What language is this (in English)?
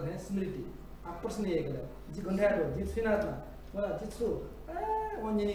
Newari